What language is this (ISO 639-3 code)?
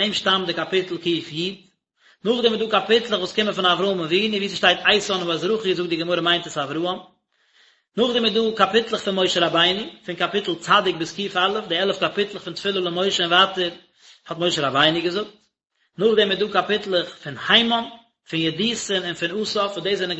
yid